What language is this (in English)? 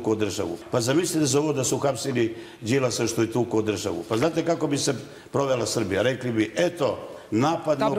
Serbian